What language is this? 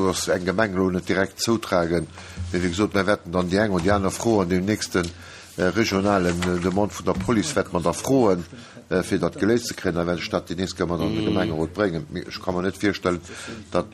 Luxembourgish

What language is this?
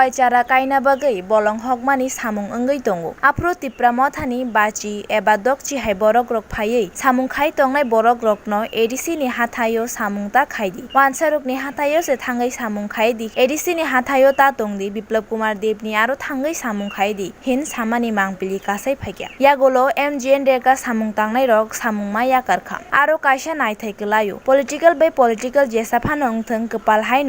Kok Borok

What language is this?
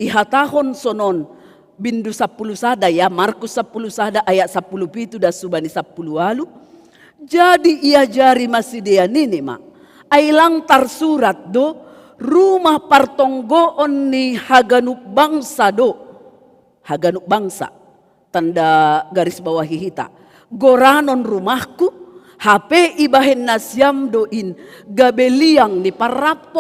Batak Simalungun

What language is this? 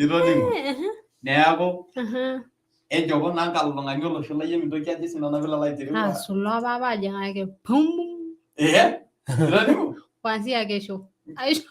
Masai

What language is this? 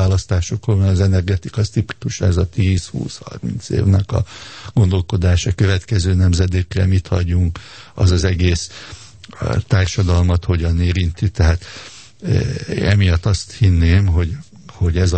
Hungarian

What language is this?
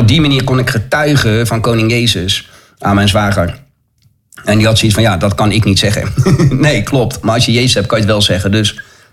Dutch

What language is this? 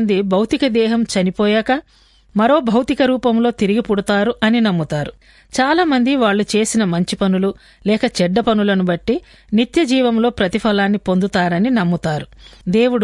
Telugu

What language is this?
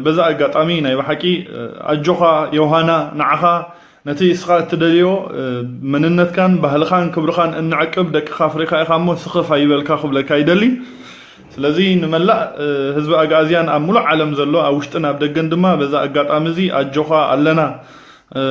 Tigrinya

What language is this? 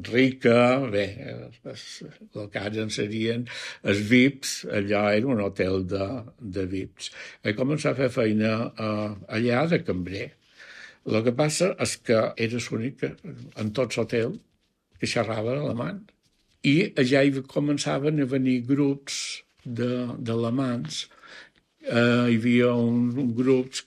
Catalan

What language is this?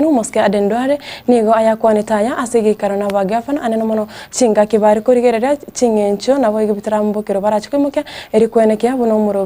Gusii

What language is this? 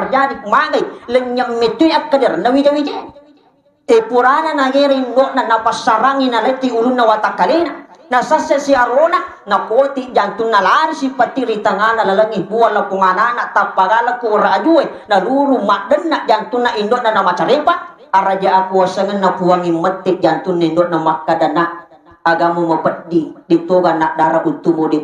Buginese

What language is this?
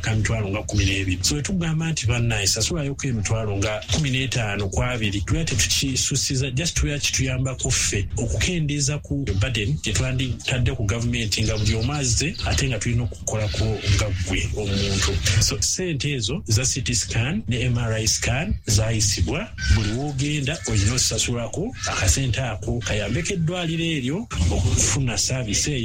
Ganda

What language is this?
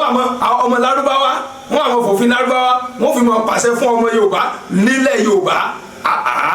Yoruba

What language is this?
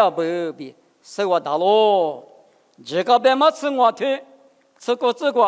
Lisu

